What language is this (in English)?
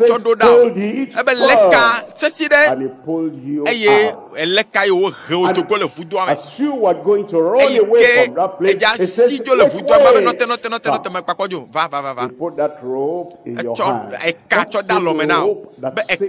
Ewe